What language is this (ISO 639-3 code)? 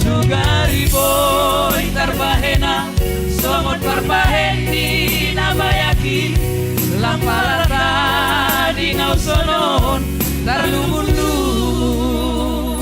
bts